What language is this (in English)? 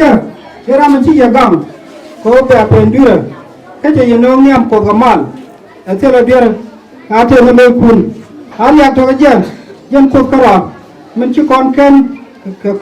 Nuer